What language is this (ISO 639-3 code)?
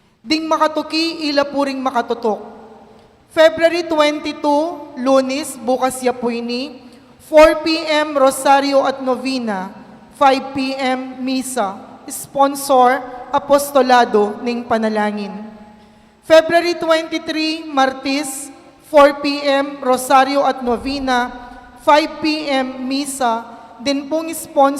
pam